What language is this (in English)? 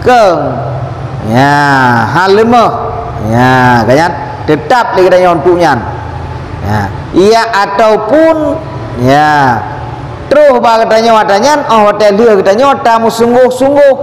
Achinese